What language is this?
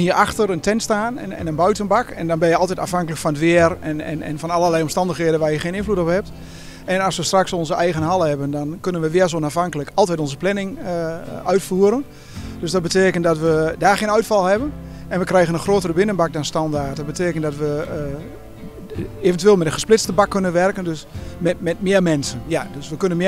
Dutch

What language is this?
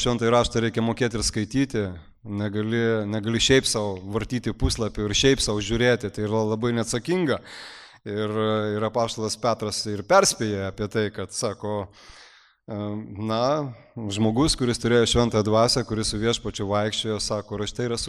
Lithuanian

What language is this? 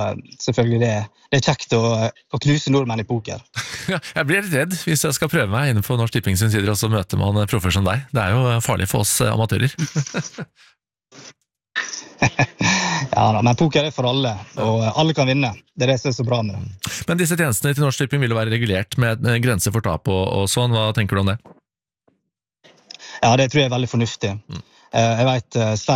Norwegian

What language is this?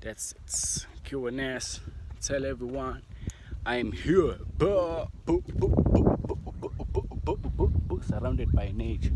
Zulu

